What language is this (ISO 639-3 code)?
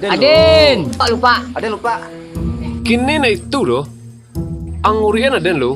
min